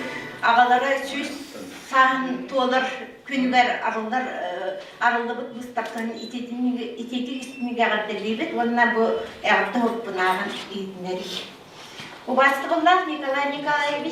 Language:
Yakut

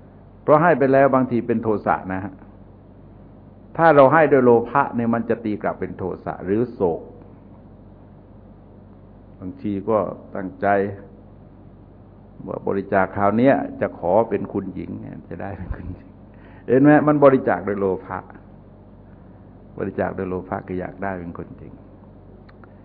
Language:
Thai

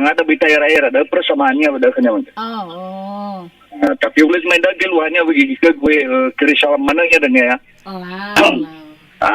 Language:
Nias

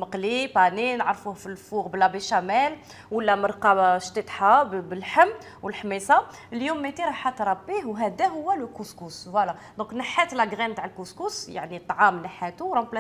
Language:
Algerian Arabic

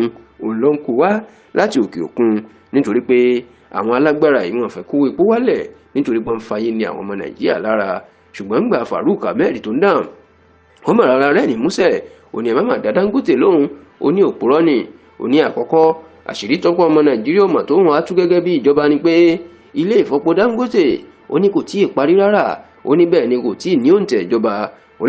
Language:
Yoruba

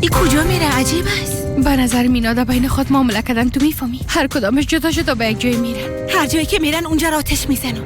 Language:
Persian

